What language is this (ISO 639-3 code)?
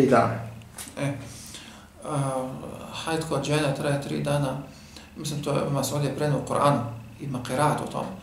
bos